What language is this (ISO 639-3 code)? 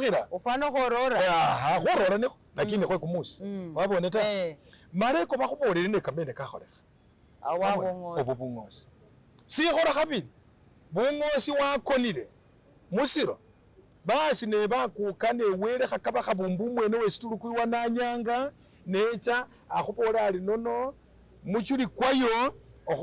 myx